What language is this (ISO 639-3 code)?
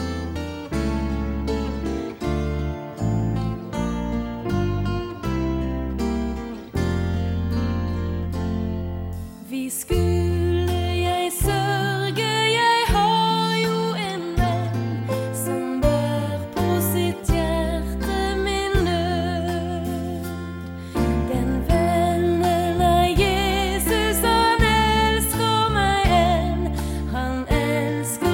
nor